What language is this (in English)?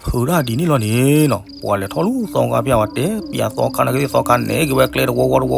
S'gaw Karen